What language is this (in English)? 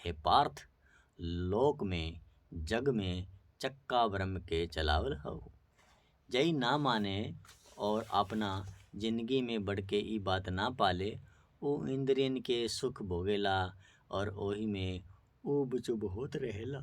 Bhojpuri